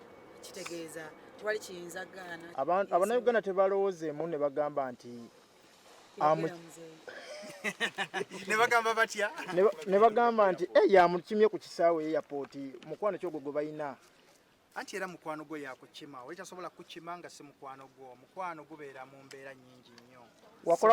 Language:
Ganda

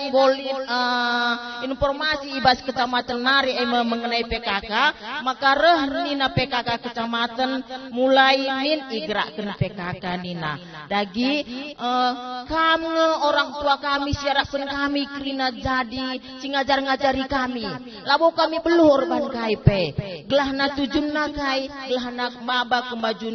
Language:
Batak Karo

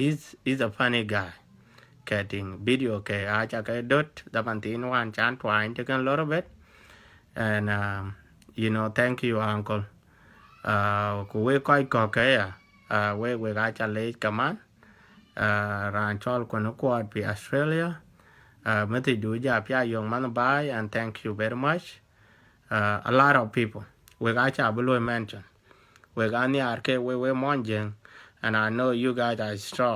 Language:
Dinka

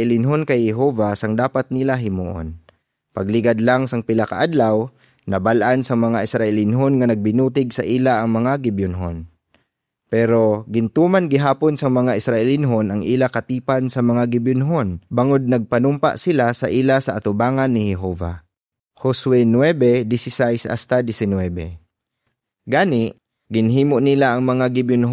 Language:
Hiligaynon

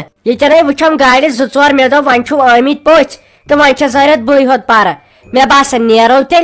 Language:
Kashmiri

